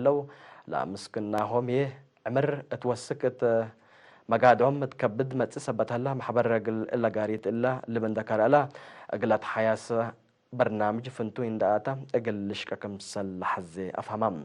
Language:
Tigre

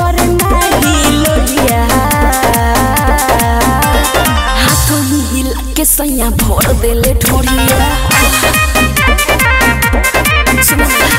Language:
Bhojpuri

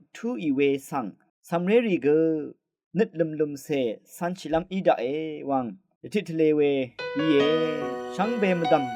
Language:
Rawang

